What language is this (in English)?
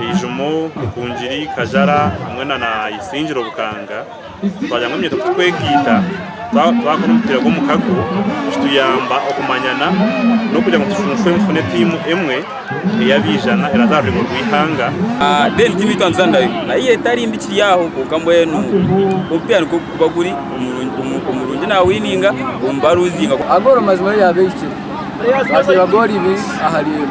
Nyankole